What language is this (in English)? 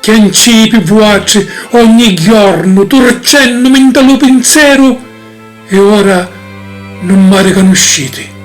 Sicilian